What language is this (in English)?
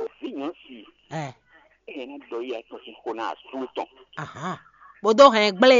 Fon